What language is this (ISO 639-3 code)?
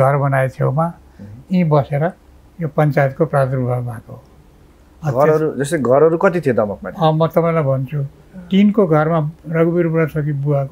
nep